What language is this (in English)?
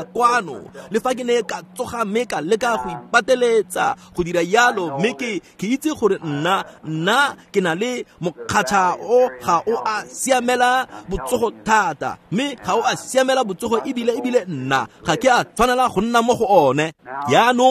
Tswana